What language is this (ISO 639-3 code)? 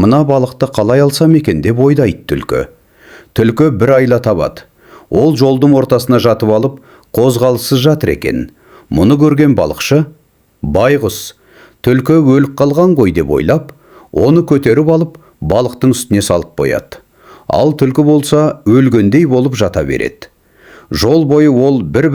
kaz